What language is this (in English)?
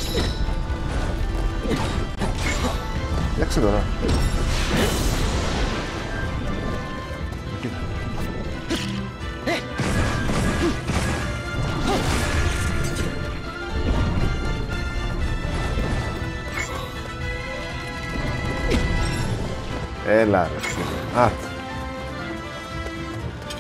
Greek